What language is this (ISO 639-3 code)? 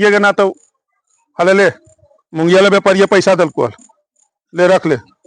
mag